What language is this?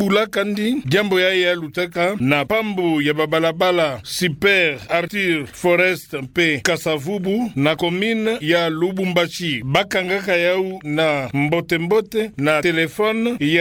Kituba (Democratic Republic of Congo)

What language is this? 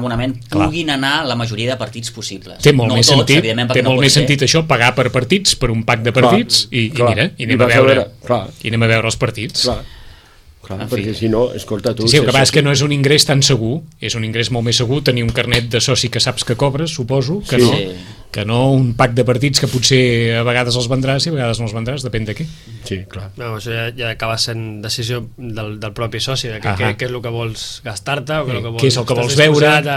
Catalan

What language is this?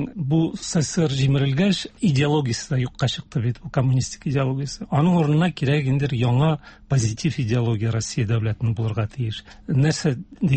Tatar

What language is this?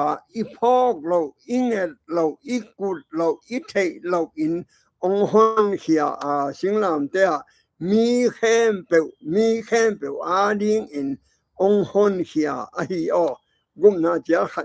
Tedim Chin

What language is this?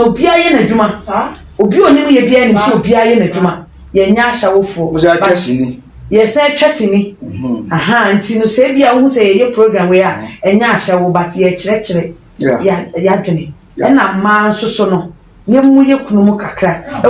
Akan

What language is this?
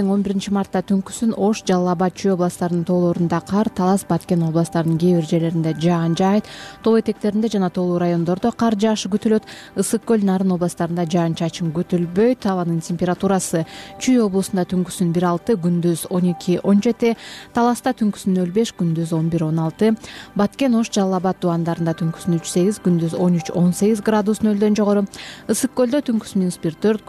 Kyrgyz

